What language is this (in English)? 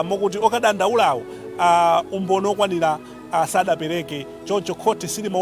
Nyanja